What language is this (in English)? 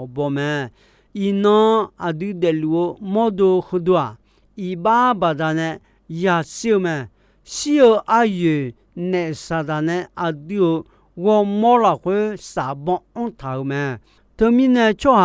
Akha